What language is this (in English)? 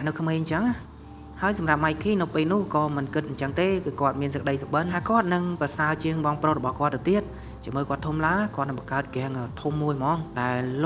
Khmer